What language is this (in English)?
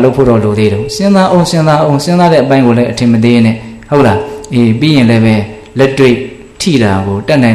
Burmese